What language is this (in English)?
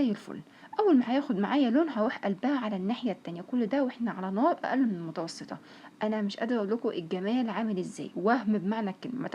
Egyptian Arabic